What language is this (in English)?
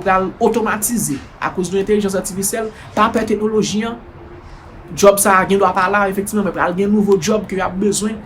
Haitian Creole